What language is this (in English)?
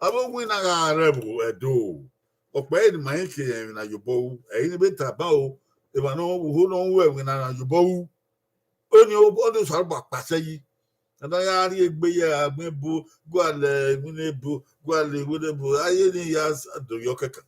Bini